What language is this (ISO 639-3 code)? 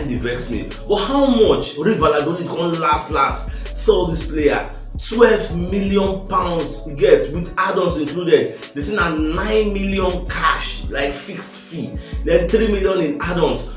pcm